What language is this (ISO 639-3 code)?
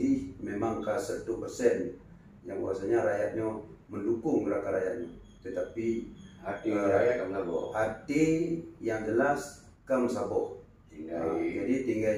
ace